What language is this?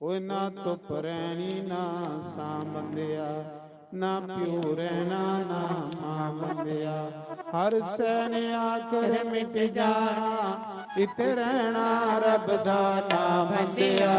Dogri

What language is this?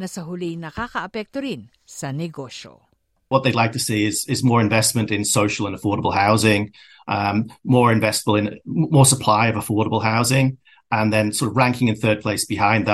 Filipino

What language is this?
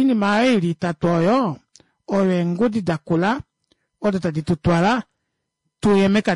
Kuanyama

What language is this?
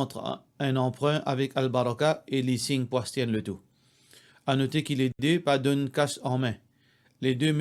Morisyen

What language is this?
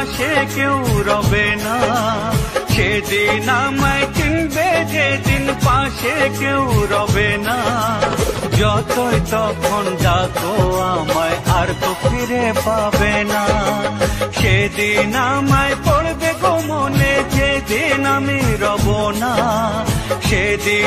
Bangla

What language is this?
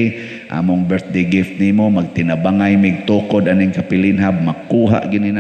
Cebuano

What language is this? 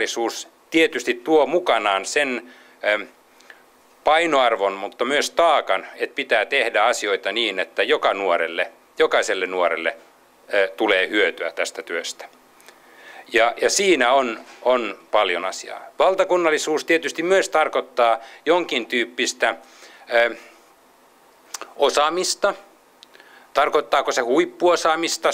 Finnish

